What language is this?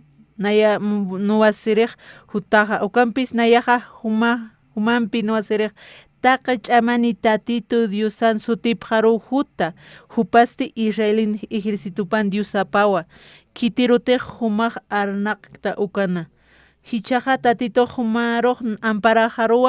Aymara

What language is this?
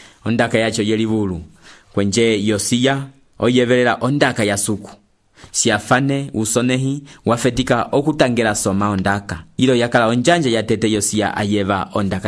Umbundu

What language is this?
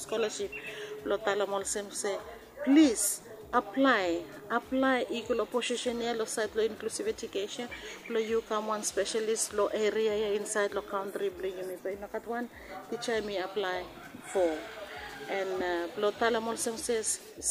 Bislama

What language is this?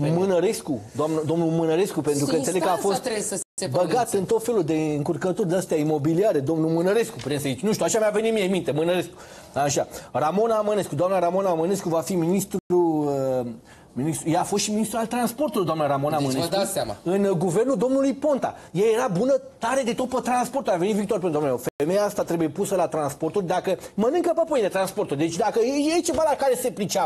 Romanian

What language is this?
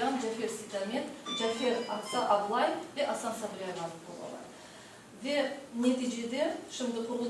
Crimean Tatar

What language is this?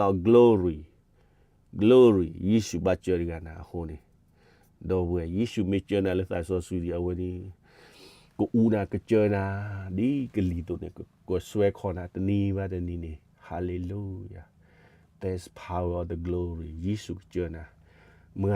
S'gaw Karen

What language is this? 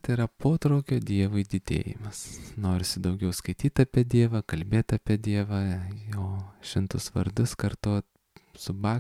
Lithuanian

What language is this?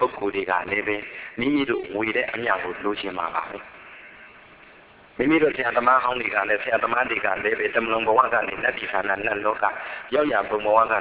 Burmese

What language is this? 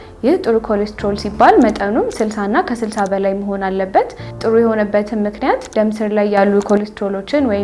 Amharic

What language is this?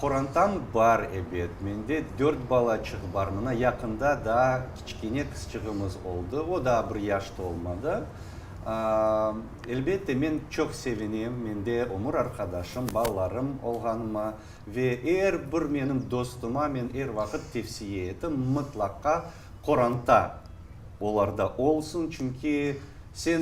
Crimean Tatar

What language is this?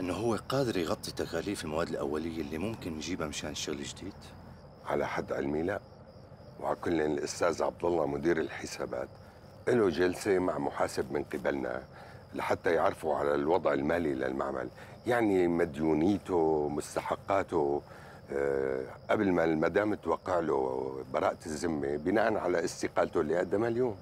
North Levantine Arabic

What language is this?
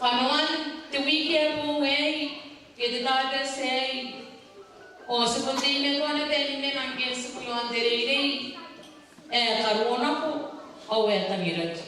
Gilbertese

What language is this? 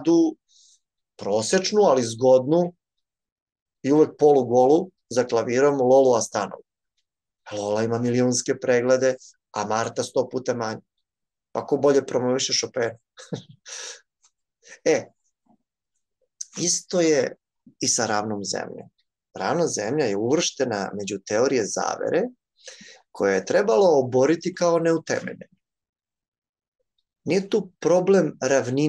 Serbian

